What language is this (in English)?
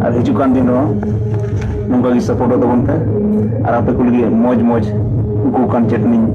Santali